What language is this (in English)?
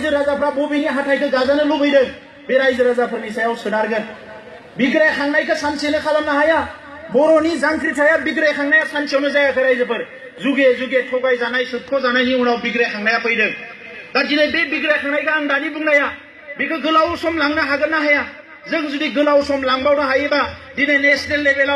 Bodo